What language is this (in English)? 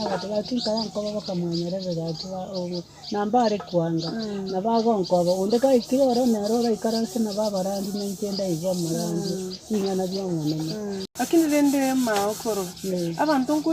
Gusii